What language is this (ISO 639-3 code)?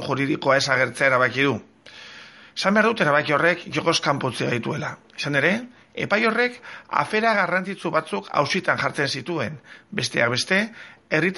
eus